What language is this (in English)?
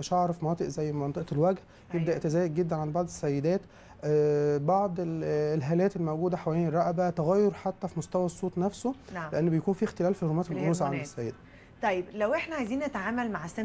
Egyptian Arabic